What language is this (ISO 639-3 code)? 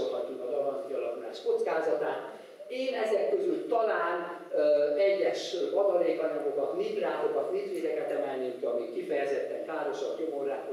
hun